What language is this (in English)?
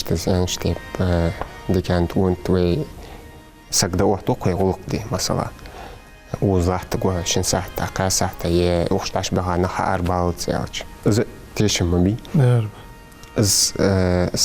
Ingush